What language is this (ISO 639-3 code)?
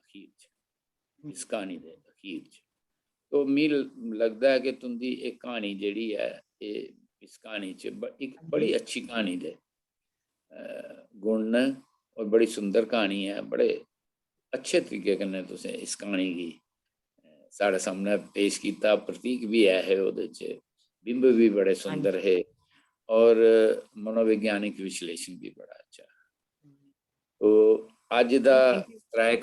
doi